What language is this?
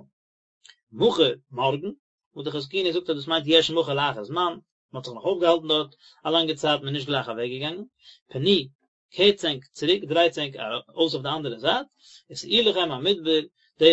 Yiddish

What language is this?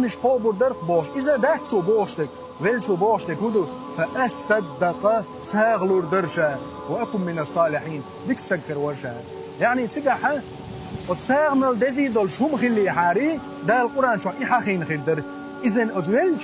Chechen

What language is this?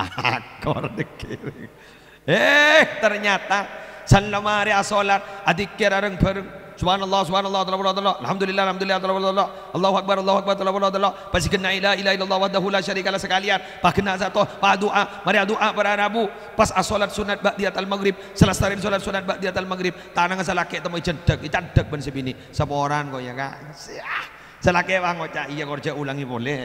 Madurese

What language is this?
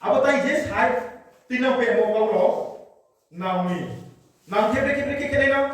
Riang (India)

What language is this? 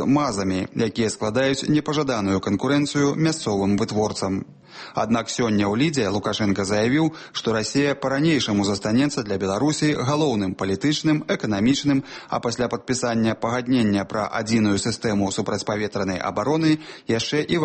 Belarusian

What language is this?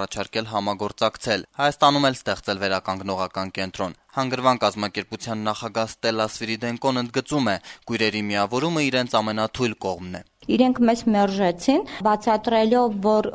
Armenian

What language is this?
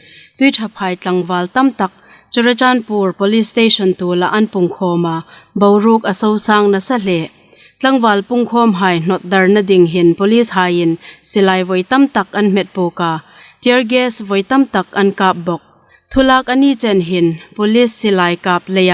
Hmar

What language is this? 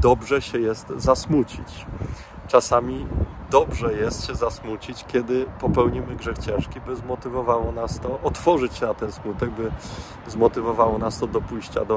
Polish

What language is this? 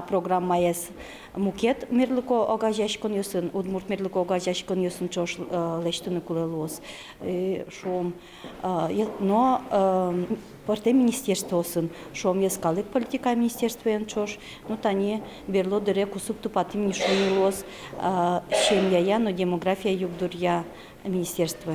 Udmurt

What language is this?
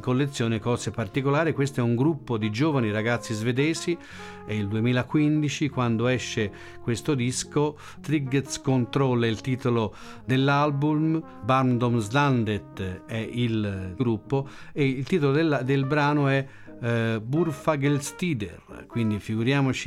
Italian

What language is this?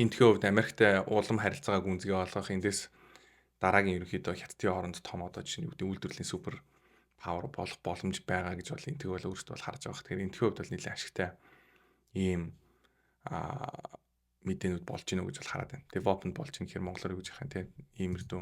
Mongolian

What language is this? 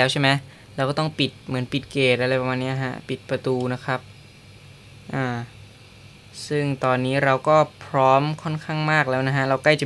Thai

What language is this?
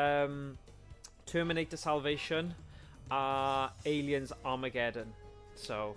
Welsh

